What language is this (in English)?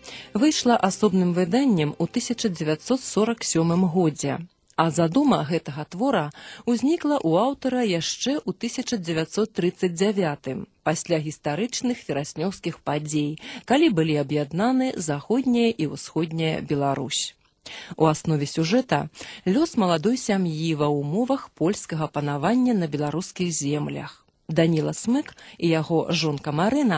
Belarusian